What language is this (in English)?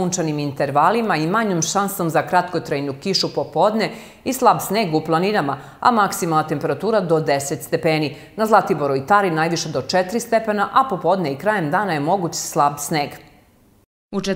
Serbian